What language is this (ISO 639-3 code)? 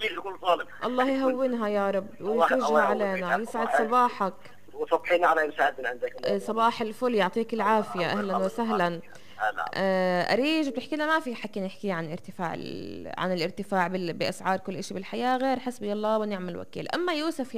apc